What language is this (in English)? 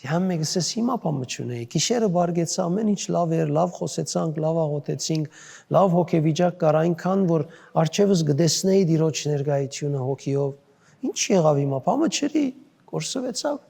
Western Armenian